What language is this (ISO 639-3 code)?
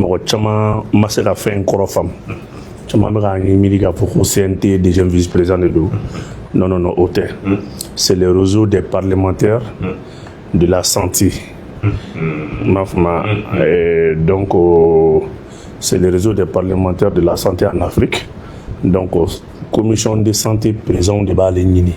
bam